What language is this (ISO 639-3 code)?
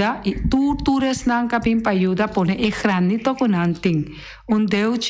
pap